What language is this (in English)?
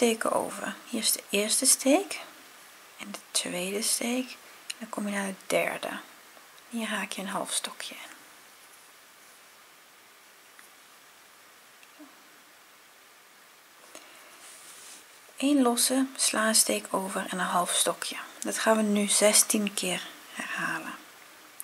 Dutch